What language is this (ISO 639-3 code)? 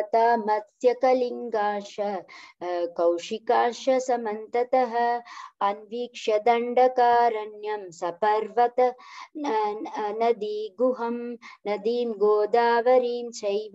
san